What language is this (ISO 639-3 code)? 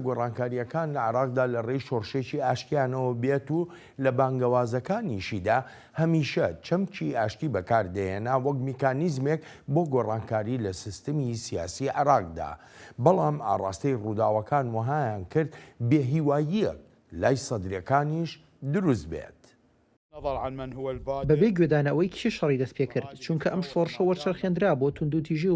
ckb